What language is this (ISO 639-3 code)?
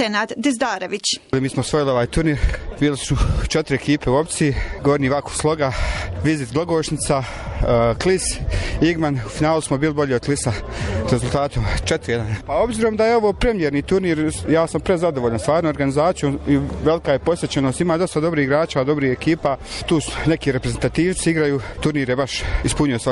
bos